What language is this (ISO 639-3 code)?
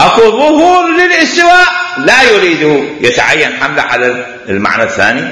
acm